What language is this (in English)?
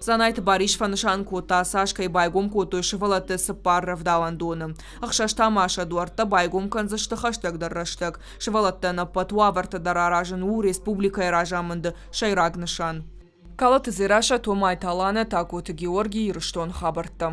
Ossetic